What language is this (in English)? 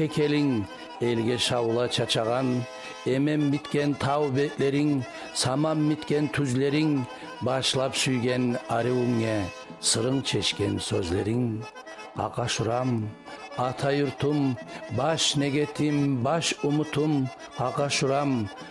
Kumyk